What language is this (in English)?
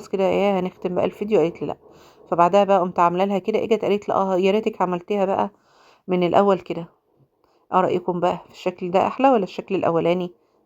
Egyptian Arabic